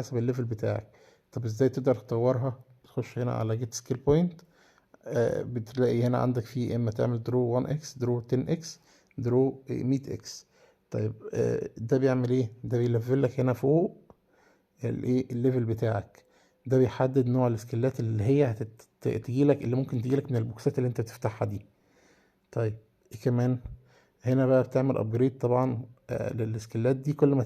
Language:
Egyptian Arabic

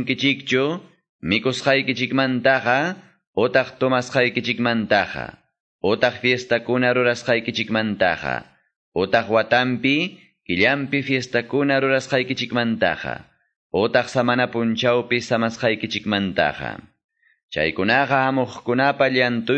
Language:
Quechua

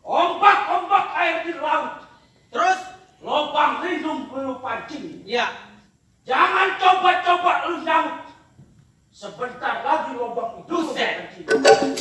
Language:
Betawi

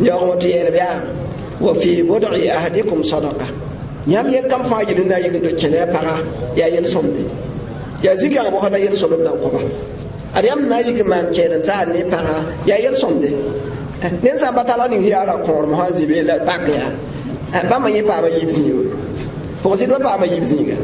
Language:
Mossi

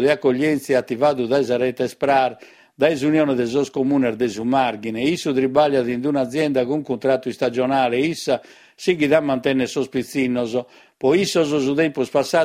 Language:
Sardinian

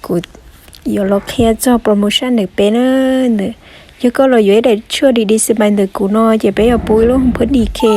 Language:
Hmong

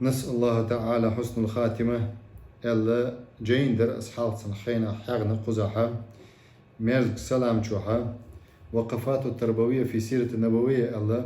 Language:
Chechen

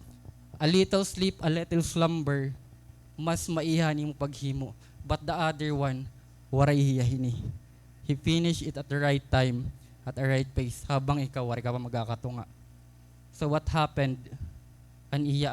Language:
Waray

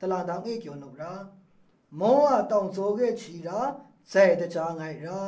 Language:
Maru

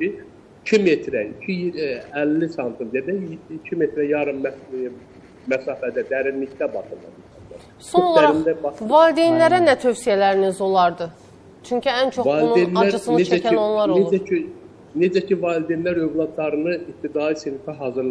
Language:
Azerbaijani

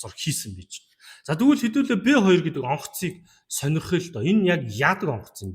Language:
Mongolian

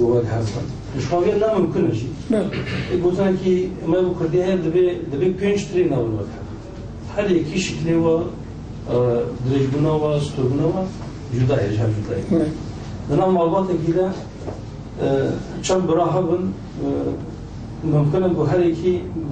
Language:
Kurdish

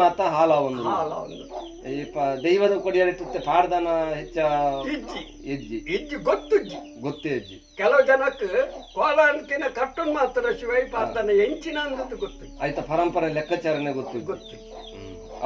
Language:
Tulu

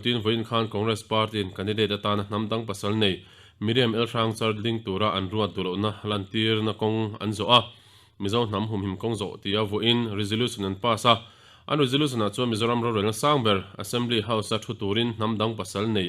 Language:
Mizo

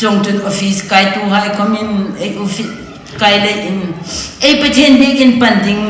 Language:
Hmar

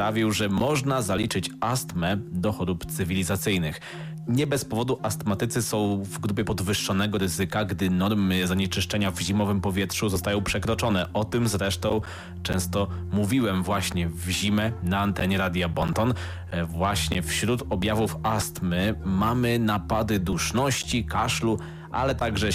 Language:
Polish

